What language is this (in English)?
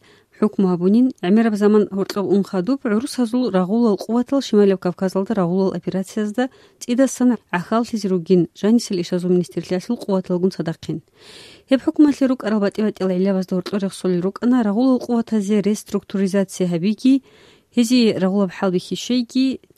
Avaric